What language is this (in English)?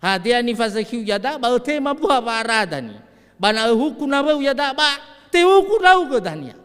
Nias